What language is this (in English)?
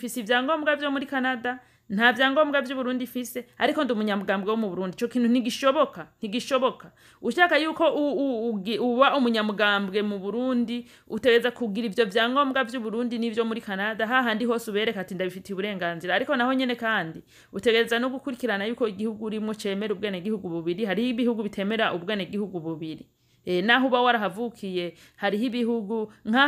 Rundi